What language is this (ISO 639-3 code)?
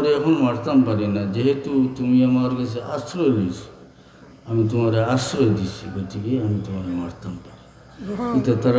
syl